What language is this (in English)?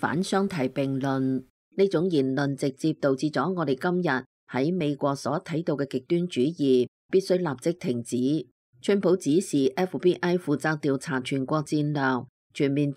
Cantonese